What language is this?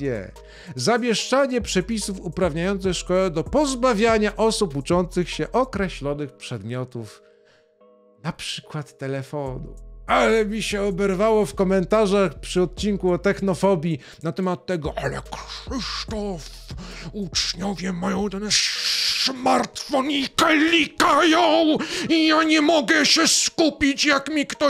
Polish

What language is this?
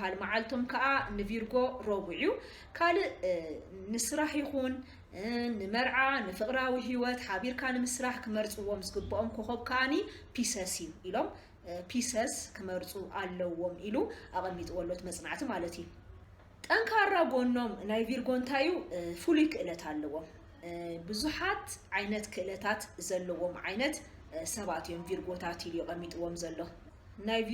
Tigrinya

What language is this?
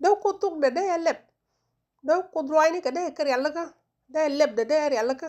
Nuer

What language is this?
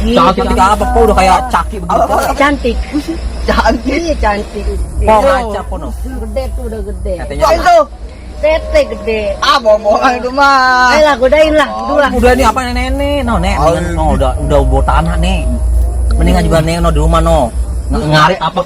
Betawi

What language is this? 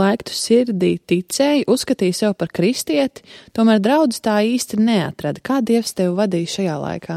Latvian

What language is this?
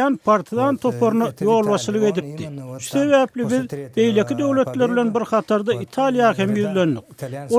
Turkmen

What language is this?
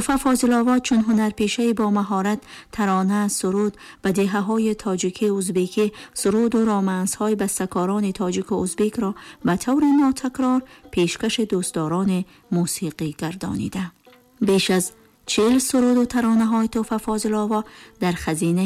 Tajik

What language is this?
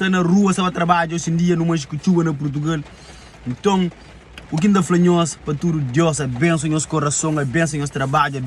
Kabuverdianu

